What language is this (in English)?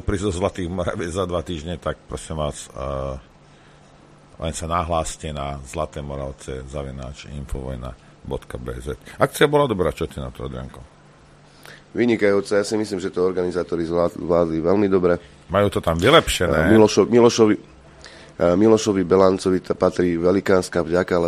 Slovak